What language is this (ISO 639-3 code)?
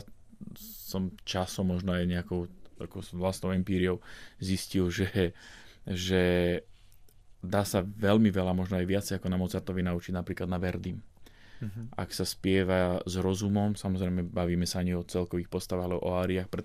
slk